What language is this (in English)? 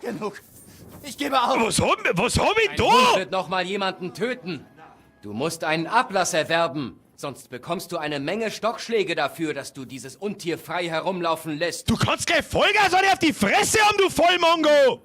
Bavarian